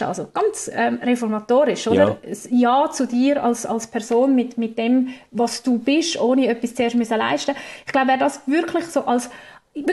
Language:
German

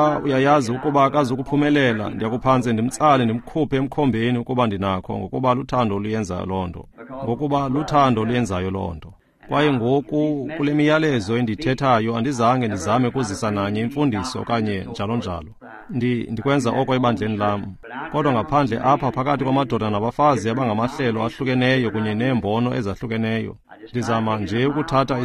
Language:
Xhosa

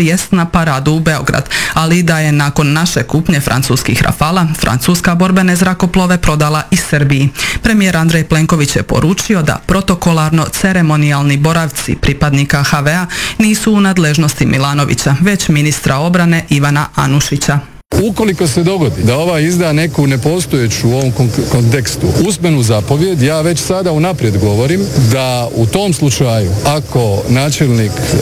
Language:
Croatian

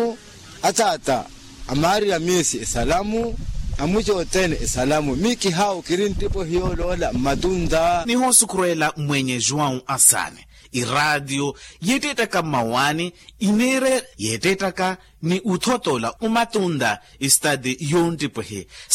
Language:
Makhuwa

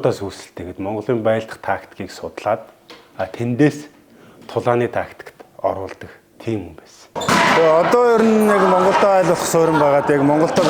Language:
Mongolian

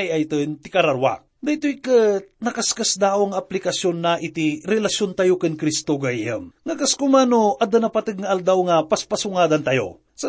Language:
Iloko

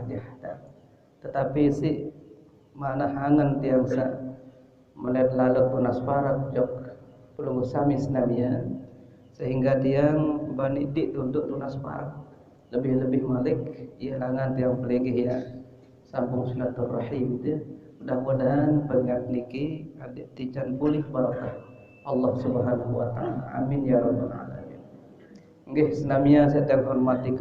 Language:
Sasak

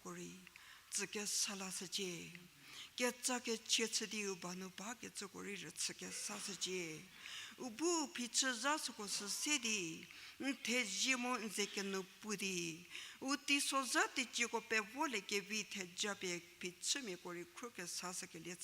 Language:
Angami Naga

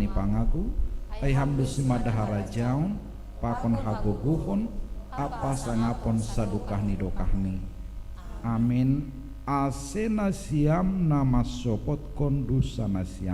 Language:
Batak Simalungun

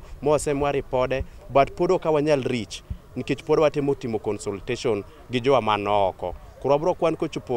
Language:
Luo (Kenya and Tanzania)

